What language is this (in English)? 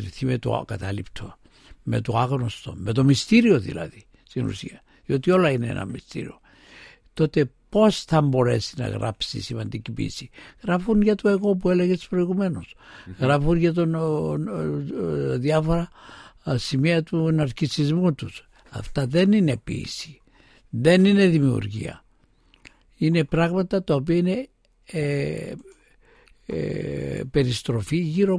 Greek